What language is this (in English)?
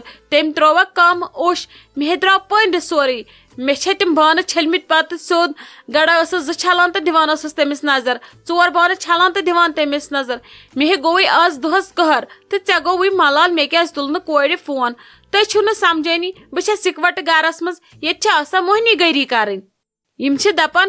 Kashmiri